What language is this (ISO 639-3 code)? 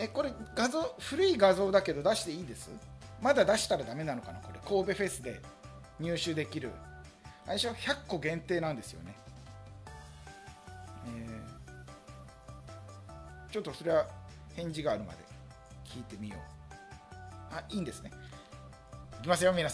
jpn